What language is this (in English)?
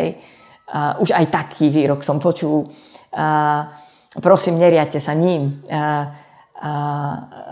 Slovak